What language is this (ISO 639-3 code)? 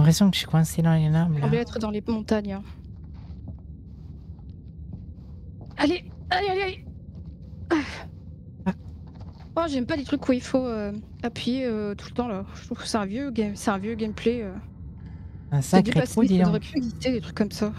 fra